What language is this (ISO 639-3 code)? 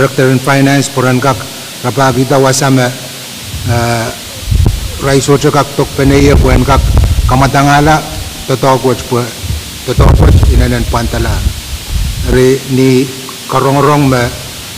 pon